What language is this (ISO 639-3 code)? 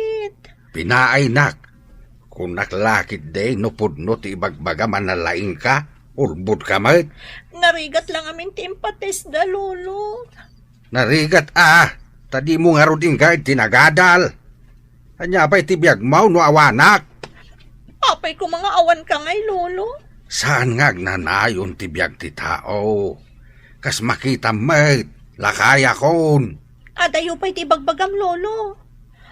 ilo